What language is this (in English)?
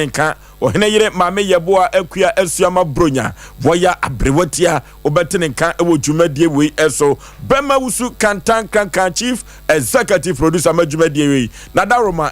Akan